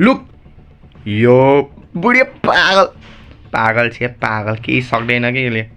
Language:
Nepali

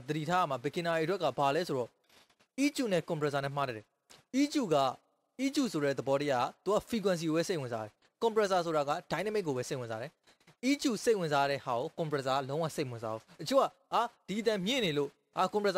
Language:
Burmese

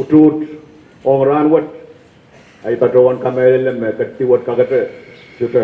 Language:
Pohnpeian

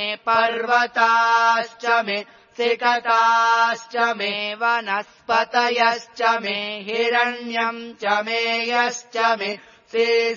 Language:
Sanskrit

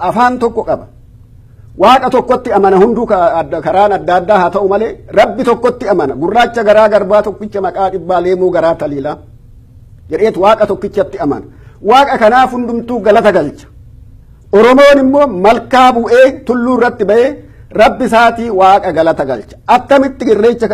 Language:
Oromo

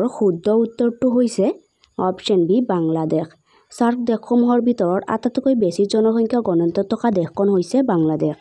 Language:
Assamese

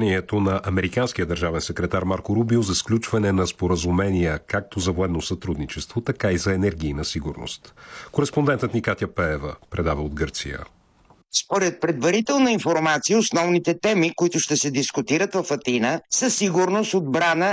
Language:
Bulgarian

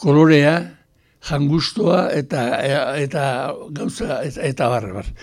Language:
Basque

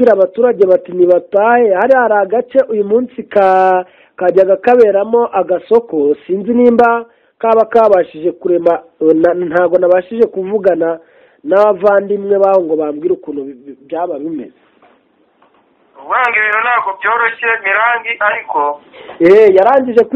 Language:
Kinyarwanda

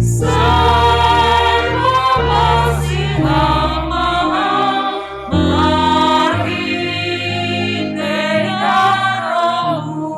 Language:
Batak Simalungun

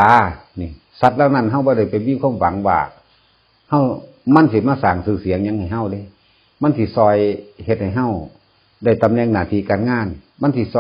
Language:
Northeastern Thai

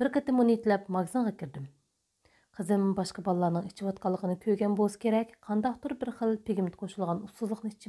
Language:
Uyghur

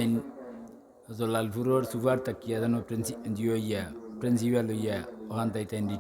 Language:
Sylheti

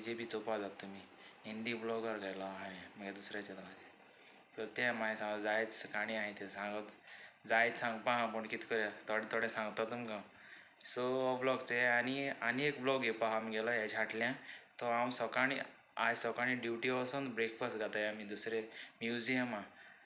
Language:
Konkani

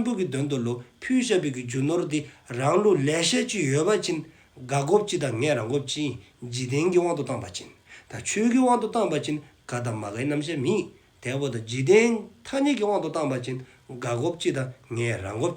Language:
Dzongkha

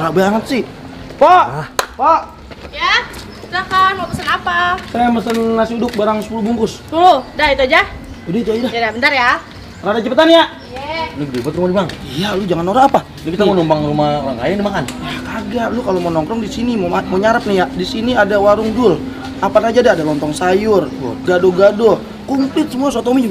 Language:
Betawi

